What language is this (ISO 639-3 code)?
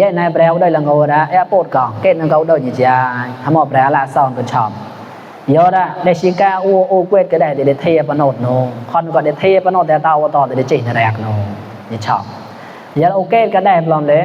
mnw